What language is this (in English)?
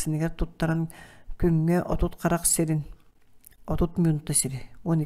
Yakut